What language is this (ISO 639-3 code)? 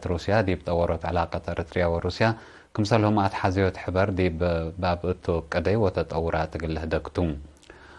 tig